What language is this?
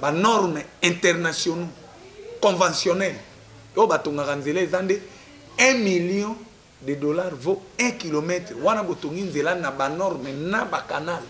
Lingala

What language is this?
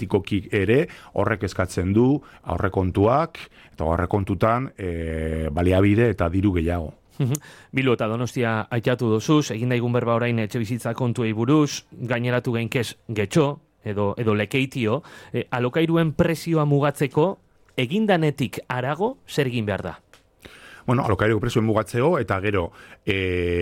Basque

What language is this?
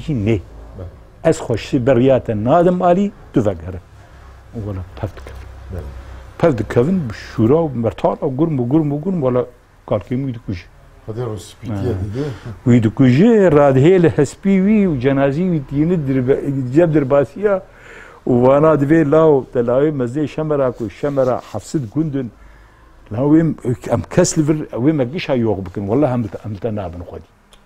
Kurdish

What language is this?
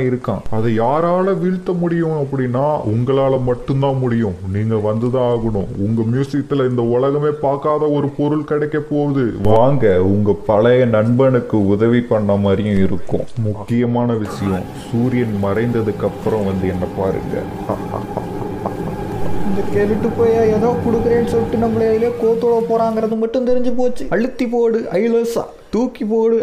Tamil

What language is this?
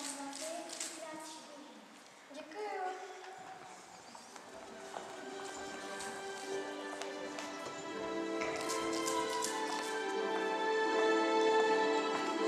Czech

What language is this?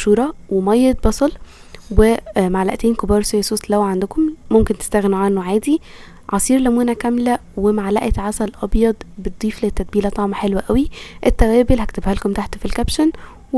Egyptian Arabic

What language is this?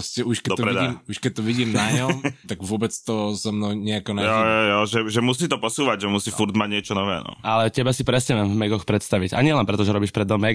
Slovak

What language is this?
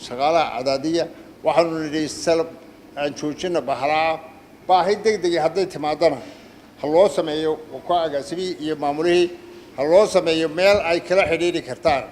Somali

